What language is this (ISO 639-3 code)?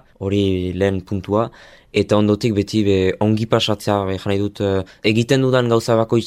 eus